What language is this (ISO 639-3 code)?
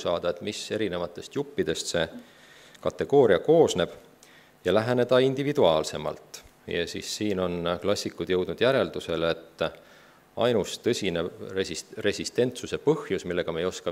est